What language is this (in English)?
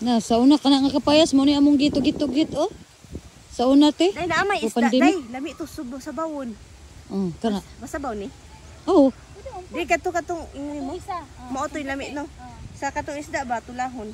Cebuano